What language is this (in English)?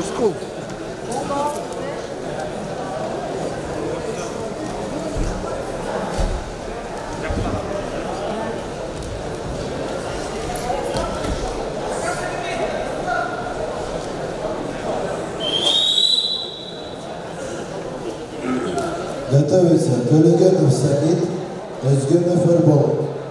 Kazakh